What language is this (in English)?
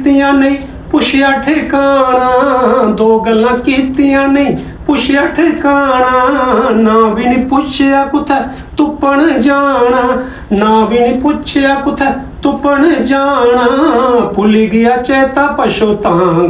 Dogri